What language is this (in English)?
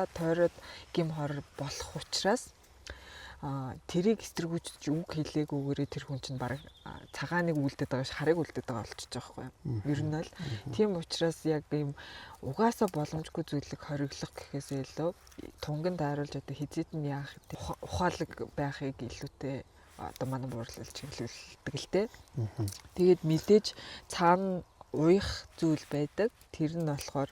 Mongolian